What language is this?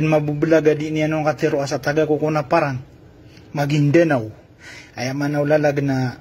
Maranao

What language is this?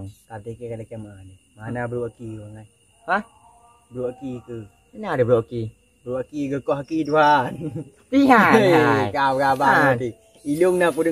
Achinese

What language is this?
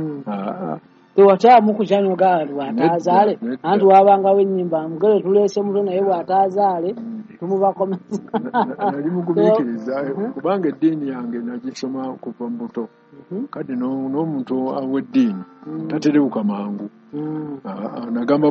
Ganda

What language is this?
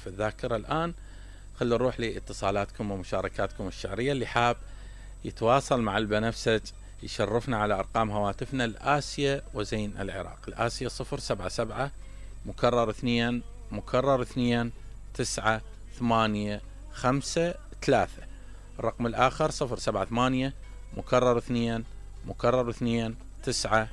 Mesopotamian Arabic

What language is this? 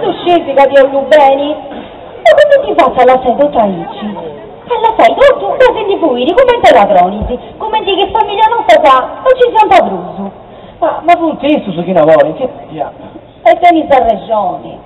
Sardinian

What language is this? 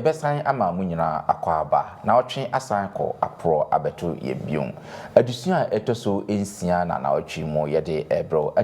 Akan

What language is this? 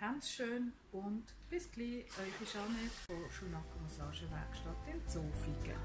Swiss German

